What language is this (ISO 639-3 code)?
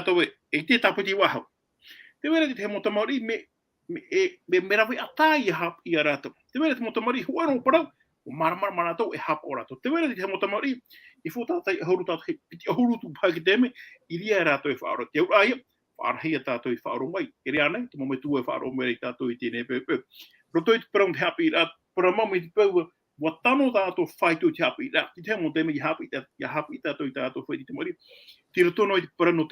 tah